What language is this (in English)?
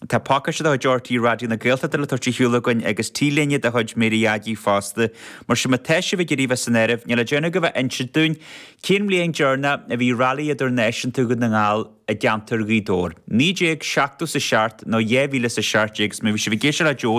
Irish